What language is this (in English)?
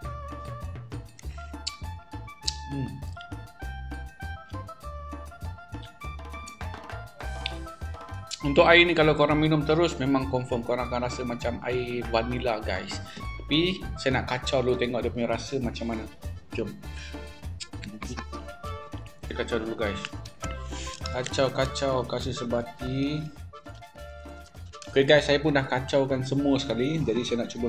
Malay